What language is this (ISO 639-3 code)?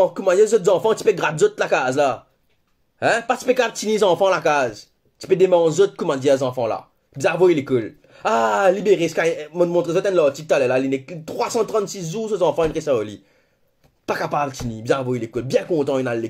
mfe